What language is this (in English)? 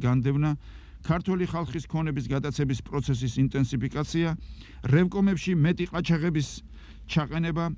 Georgian